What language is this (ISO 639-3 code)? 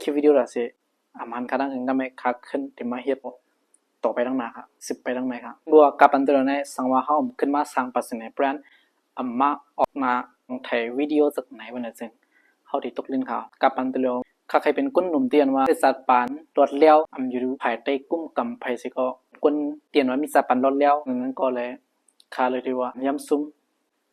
shn